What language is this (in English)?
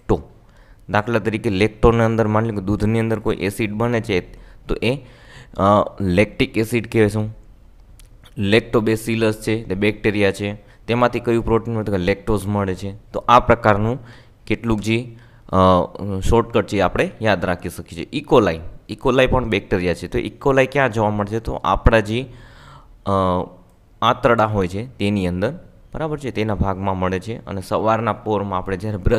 Gujarati